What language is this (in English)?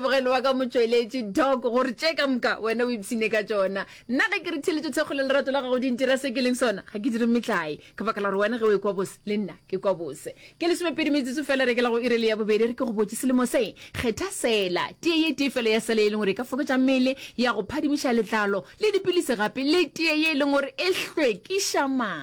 Northern Sotho